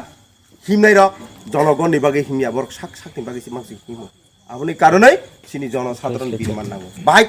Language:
Kok Borok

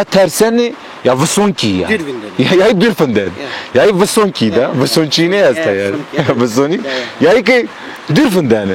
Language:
Zaza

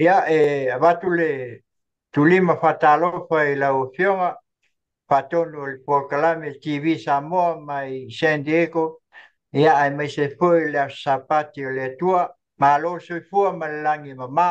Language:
Samoan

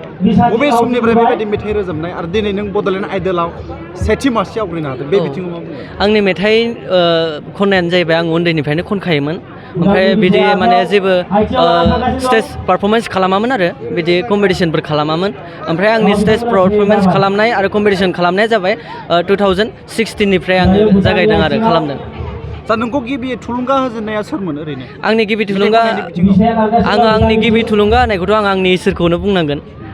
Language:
Bodo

